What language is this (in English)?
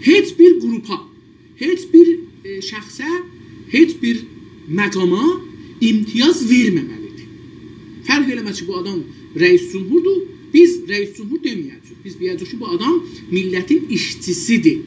South Azerbaijani